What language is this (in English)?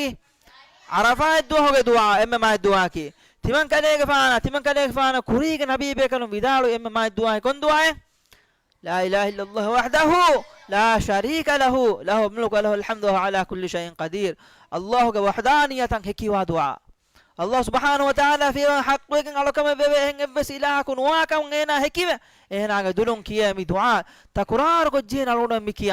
Divehi